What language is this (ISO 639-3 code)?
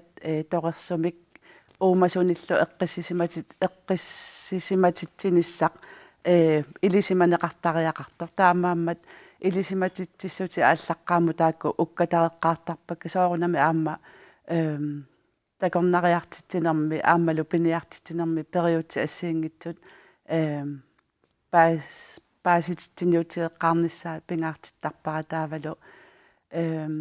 kal